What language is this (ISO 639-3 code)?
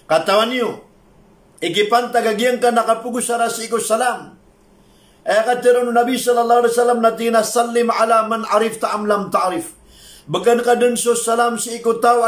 mrw